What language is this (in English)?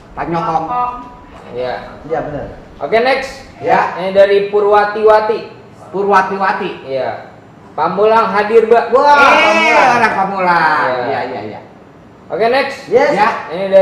Betawi